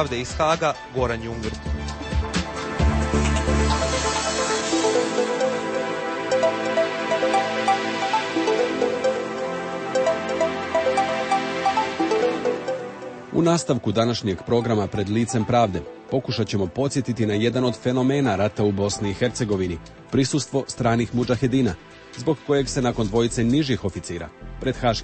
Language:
Croatian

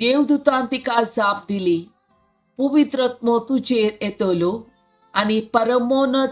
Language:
Konkani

